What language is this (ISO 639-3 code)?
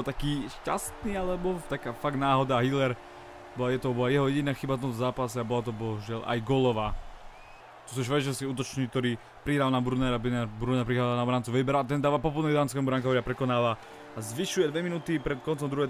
slk